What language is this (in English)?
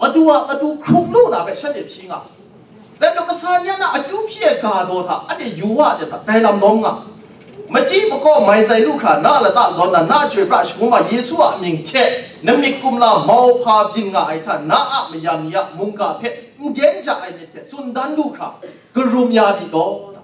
Kachin